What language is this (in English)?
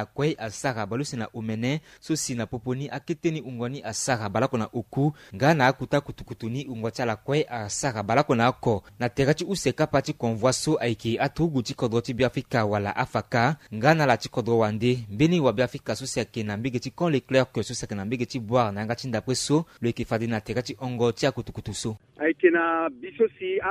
Sango